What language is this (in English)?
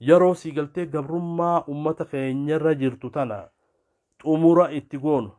Oromo